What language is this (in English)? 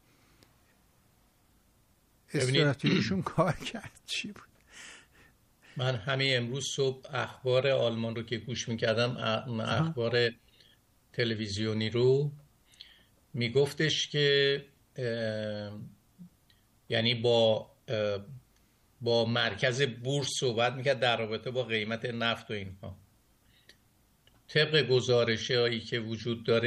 Persian